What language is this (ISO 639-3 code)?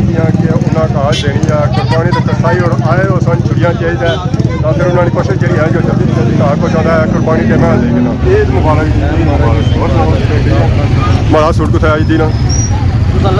phr